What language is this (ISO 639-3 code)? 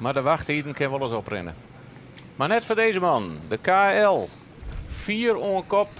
fry